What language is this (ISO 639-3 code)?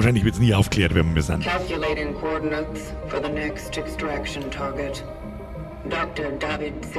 bar